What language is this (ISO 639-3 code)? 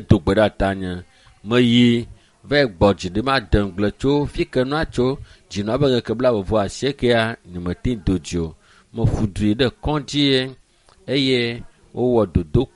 ewe